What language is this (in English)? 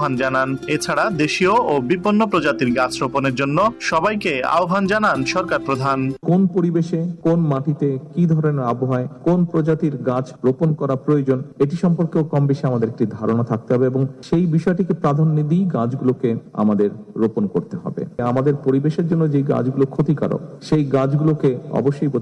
Bangla